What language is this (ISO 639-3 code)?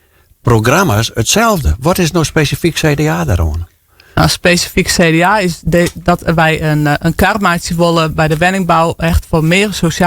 fry